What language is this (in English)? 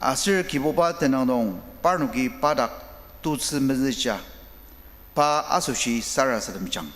Ao Naga